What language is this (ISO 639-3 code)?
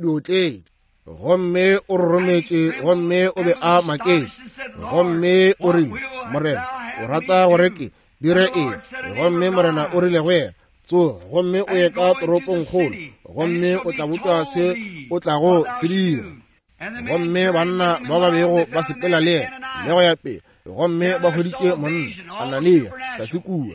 nso